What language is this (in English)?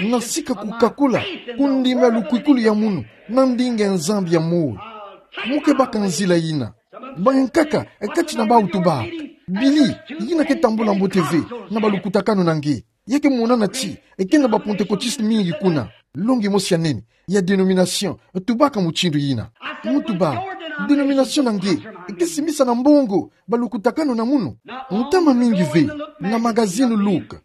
Kituba (Democratic Republic of Congo)